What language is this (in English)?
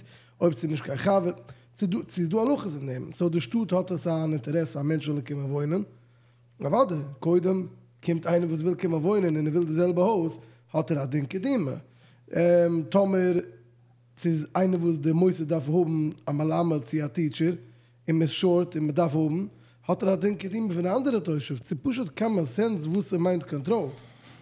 Yiddish